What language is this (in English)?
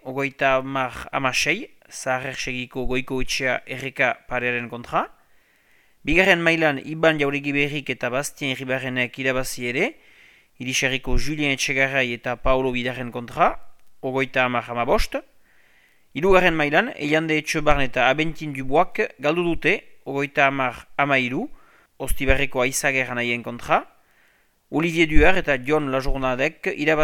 Basque